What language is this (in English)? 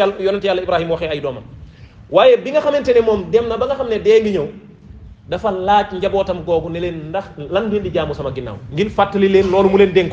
Wolof